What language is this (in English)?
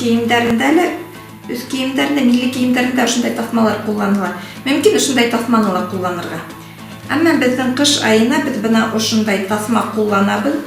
Bashkir